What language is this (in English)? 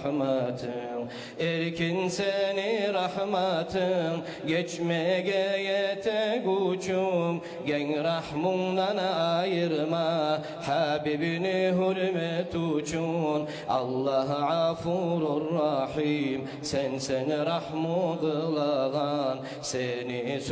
Kumyk